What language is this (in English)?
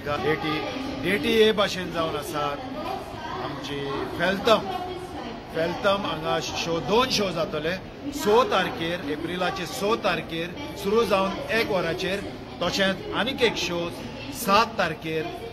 Konkani